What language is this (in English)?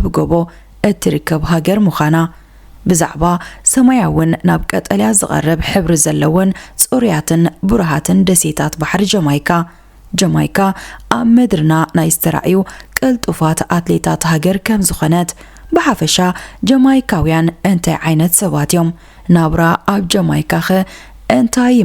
Tigrinya